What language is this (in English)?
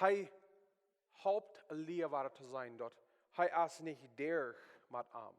Plautdietsch